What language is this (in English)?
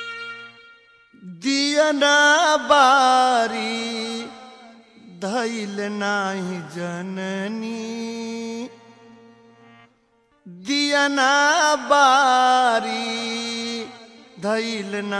Bhojpuri